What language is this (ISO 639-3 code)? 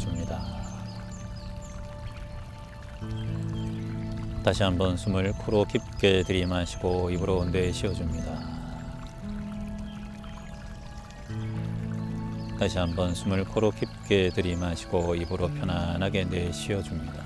kor